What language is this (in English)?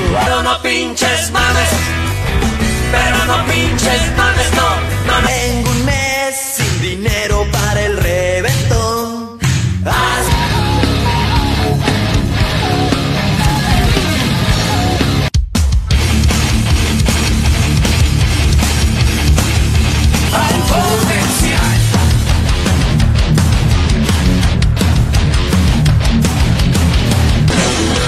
Spanish